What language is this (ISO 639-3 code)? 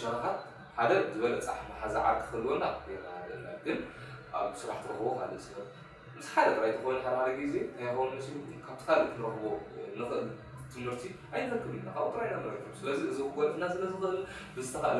tir